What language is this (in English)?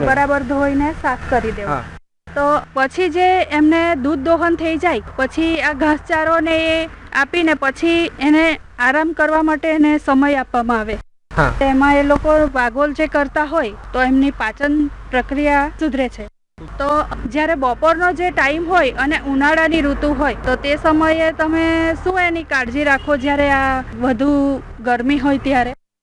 Gujarati